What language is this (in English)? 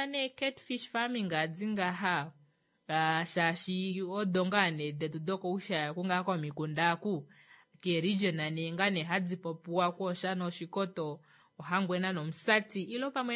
Kuanyama